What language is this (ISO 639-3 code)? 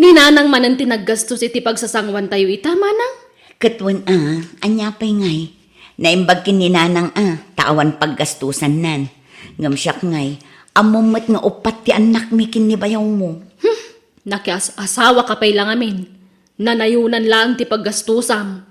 ilo